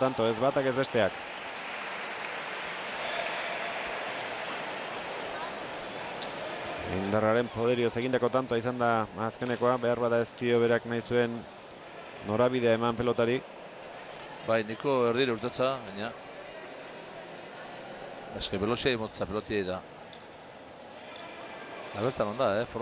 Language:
Basque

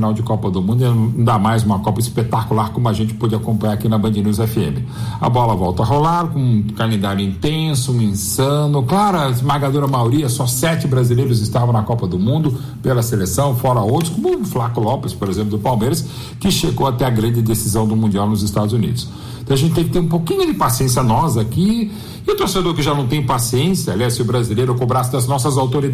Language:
Portuguese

